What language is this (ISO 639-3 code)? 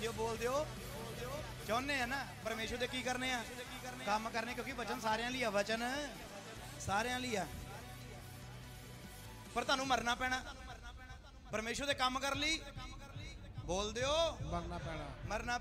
pan